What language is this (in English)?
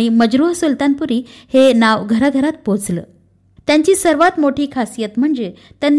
Marathi